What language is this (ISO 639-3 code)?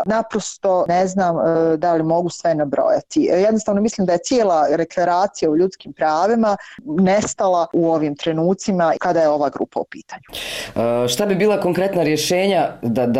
bos